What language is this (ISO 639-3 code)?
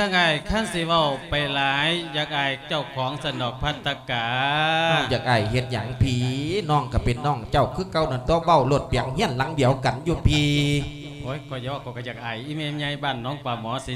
lao